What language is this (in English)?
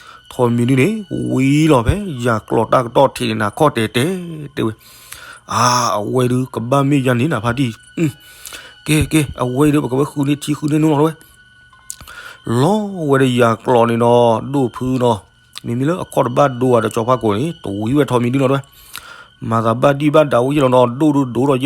S'gaw Karen